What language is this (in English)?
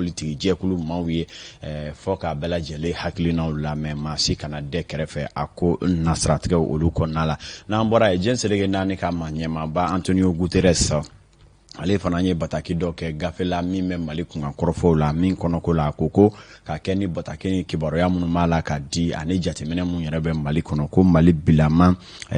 Bambara